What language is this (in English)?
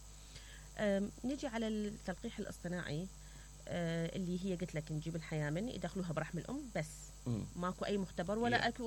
Mesopotamian Arabic